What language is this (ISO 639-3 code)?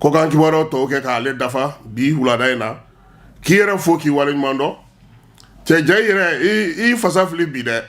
bam